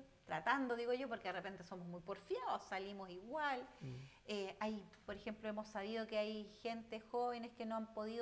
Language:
Spanish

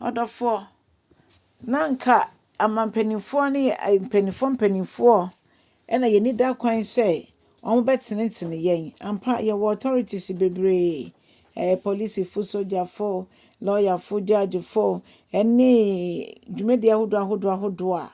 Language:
Akan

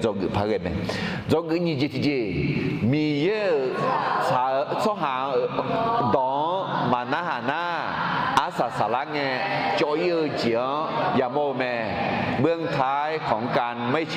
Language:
Akha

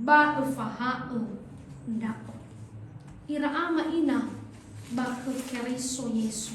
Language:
Nias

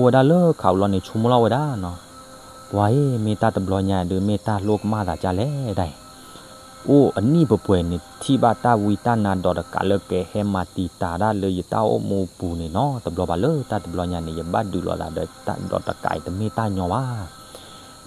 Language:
S'gaw Karen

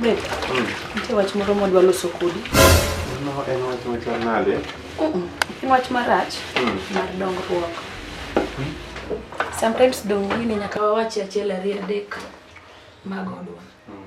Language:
Luo (Kenya and Tanzania)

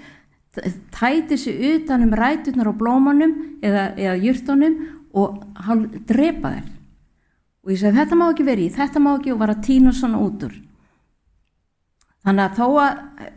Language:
Icelandic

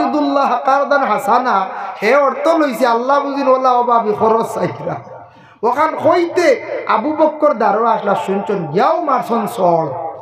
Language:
Sylheti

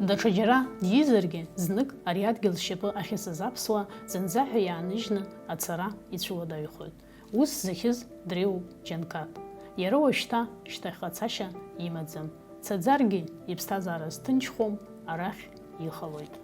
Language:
Abkhazian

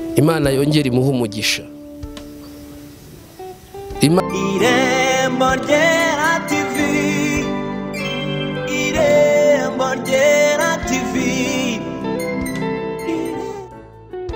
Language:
Kinyarwanda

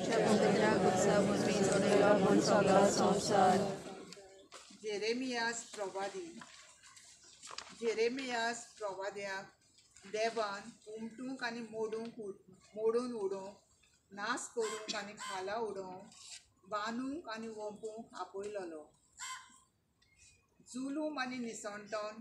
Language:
Konkani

